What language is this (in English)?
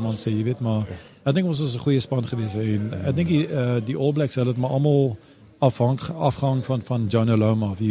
Afrikaans